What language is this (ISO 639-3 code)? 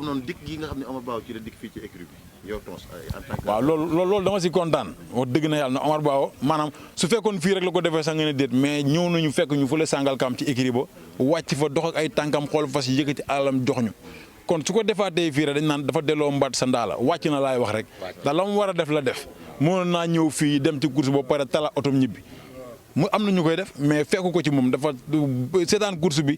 wol